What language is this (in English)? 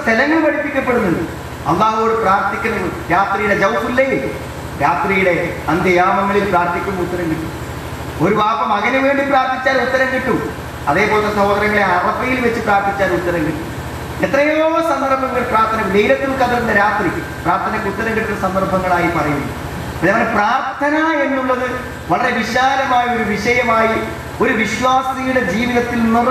Malayalam